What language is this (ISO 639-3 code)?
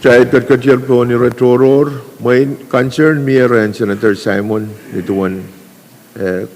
pon